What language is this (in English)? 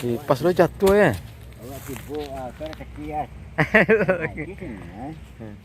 Minangkabau